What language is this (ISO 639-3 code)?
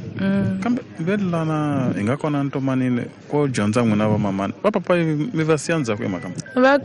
tso